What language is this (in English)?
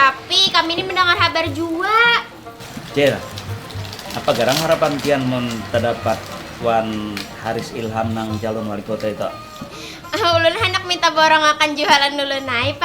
Banjar